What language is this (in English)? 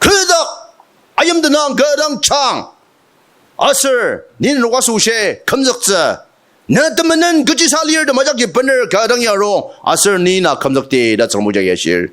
Ao Naga